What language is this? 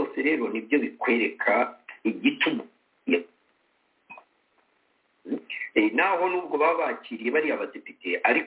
Kinyarwanda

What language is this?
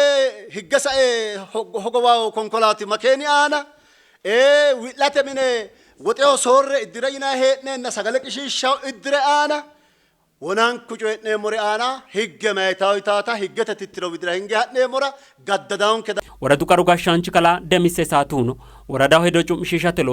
Sidamo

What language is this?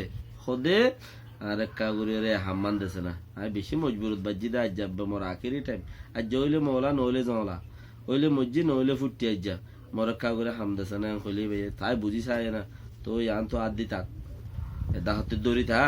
Rohingya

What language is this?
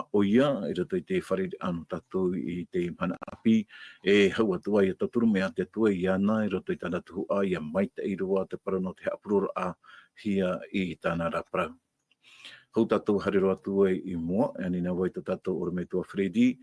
Tahitian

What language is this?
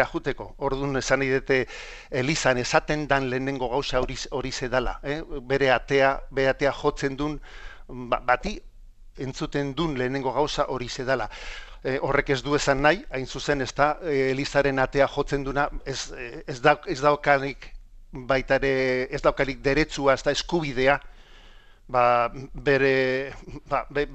Basque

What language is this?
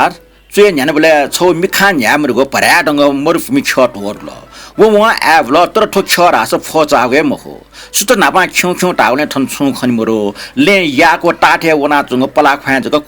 Newari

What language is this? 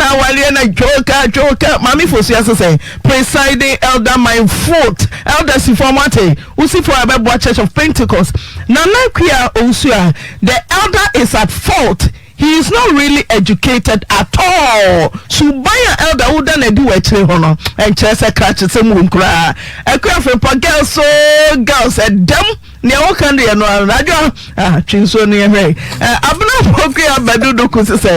Akan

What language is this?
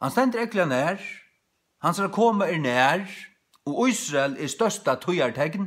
Faroese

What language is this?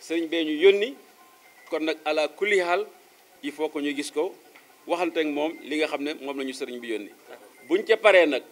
Wolof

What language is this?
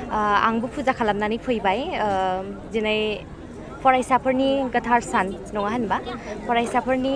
Bodo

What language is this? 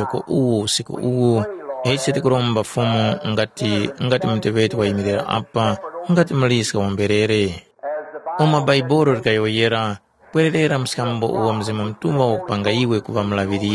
Tumbuka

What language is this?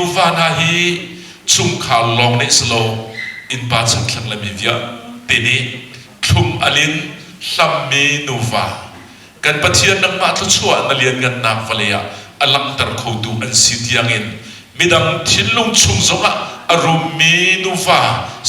Hakha Chin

